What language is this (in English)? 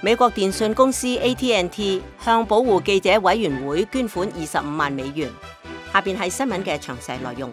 Cantonese